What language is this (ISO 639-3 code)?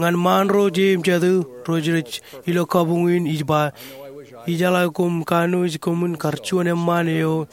mah